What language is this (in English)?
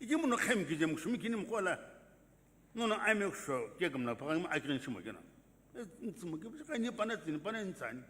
Sumi Naga